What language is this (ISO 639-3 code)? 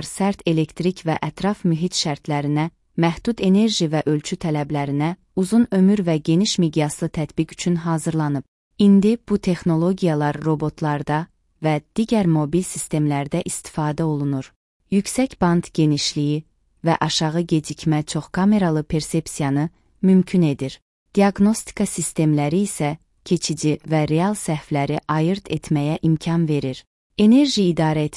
aze